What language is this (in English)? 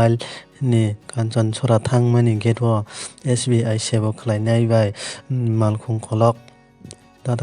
Kok Borok